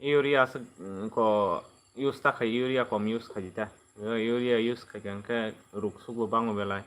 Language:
Kok Borok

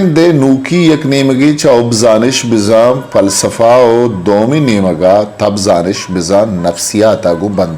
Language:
Eastern Balochi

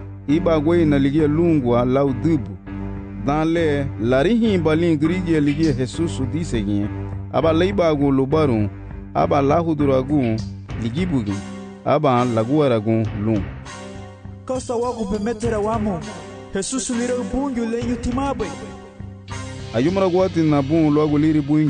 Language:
Garifuna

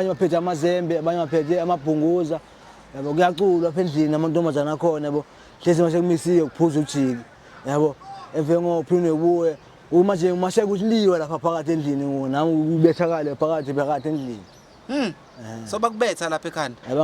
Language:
Zulu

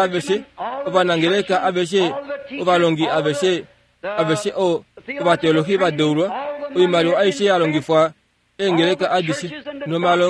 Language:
Kuanyama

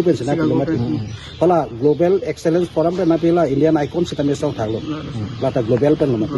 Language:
Karbi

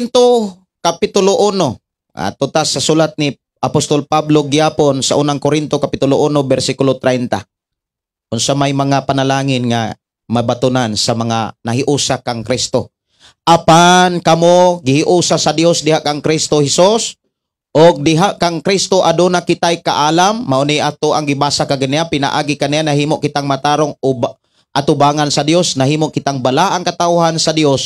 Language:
Cebuano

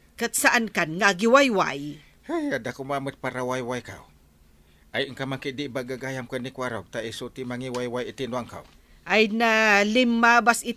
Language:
Iloko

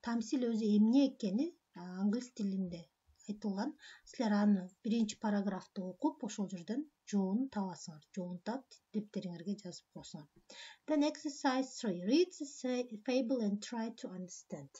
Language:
Kyrgyz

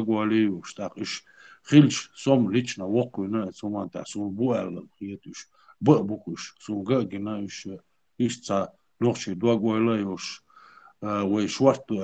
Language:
Chechen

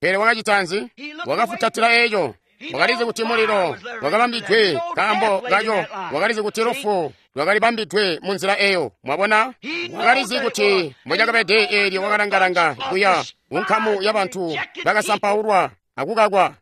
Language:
Tonga (Zambia)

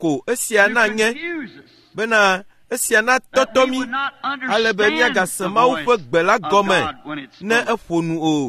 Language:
Ewe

